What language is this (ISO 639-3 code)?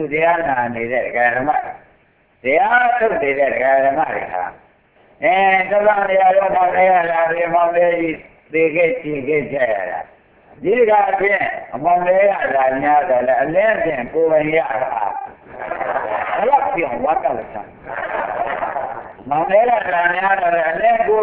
mya